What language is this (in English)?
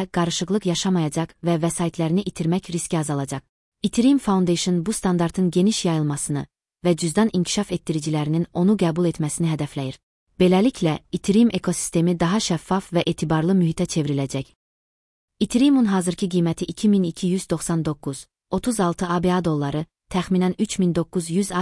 Azerbaijani